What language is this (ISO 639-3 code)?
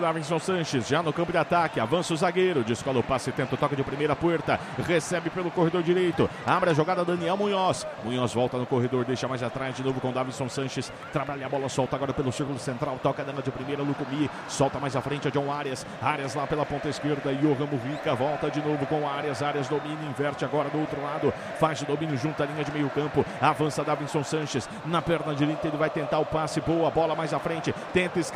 por